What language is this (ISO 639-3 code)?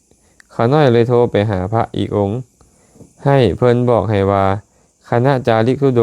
lao